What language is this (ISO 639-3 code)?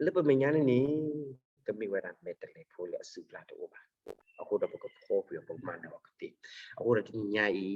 ksw